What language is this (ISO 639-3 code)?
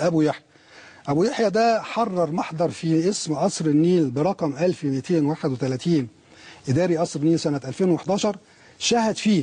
arz